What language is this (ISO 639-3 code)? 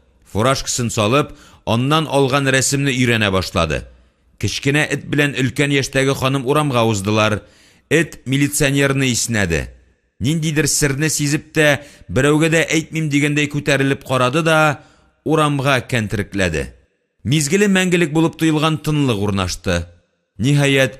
tat